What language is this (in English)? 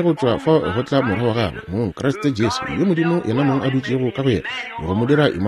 Northern Sotho